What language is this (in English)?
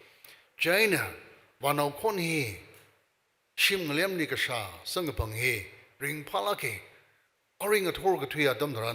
Tangkhul Naga (India)